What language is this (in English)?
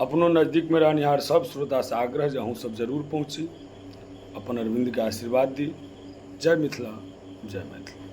Maithili